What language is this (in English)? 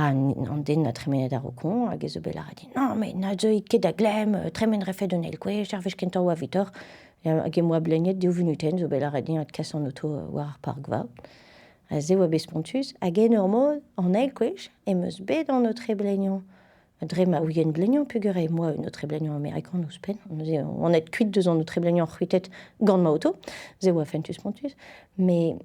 Breton